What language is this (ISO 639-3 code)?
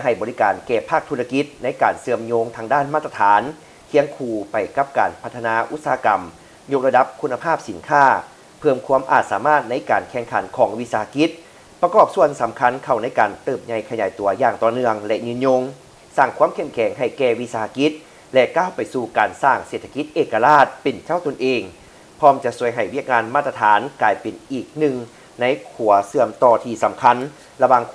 lao